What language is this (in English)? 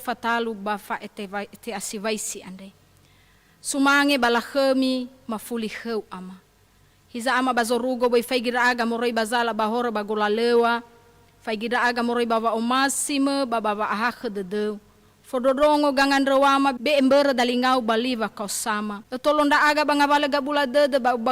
Nias